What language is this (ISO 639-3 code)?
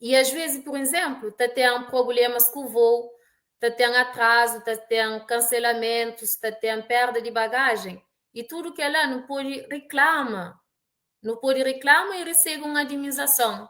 kea